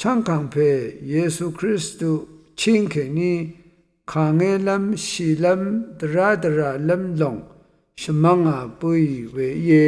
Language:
Rawang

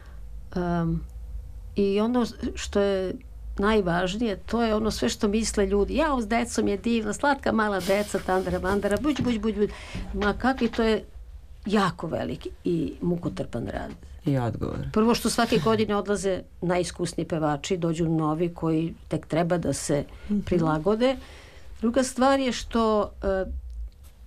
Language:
Serbian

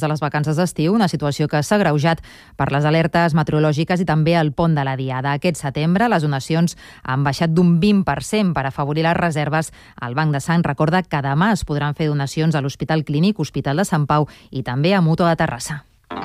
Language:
Catalan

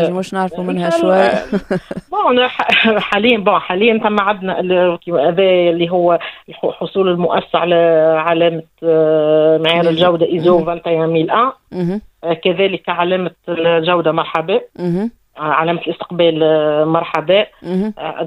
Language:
Tunisian Arabic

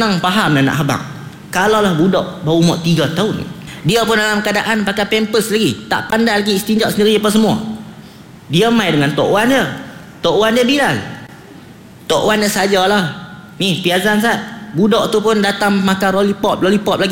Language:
Malay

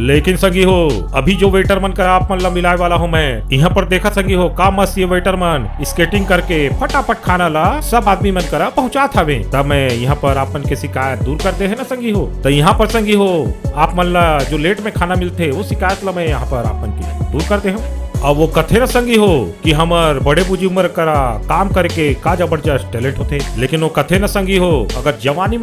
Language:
Chhattisgarhi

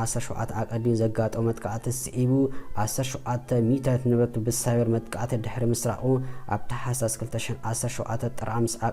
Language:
Tigrinya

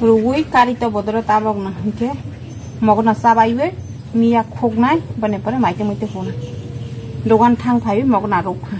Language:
Kok Borok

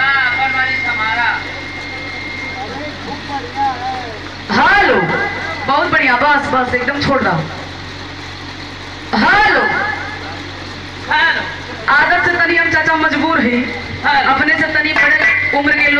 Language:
Bhojpuri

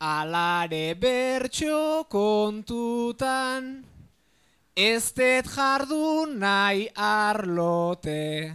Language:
Basque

